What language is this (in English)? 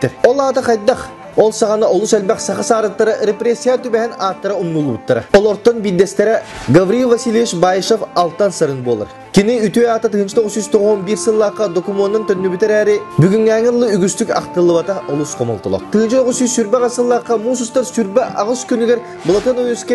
Yakut